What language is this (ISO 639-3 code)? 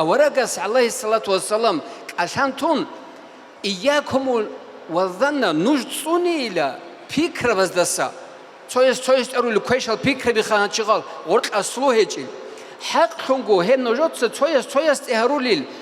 ava